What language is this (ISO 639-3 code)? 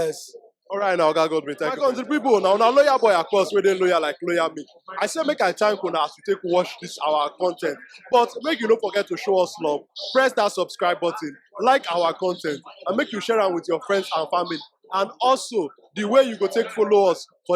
pcm